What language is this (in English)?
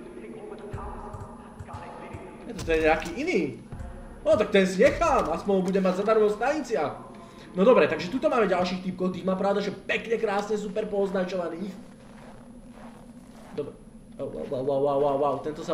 Slovak